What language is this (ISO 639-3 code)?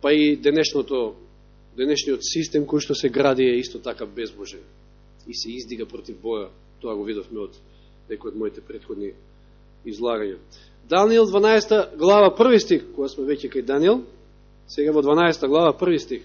mkd